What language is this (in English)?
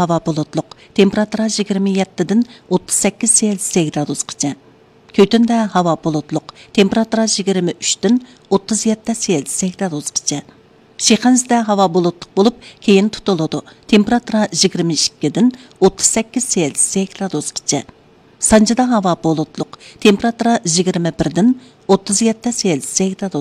Uyghur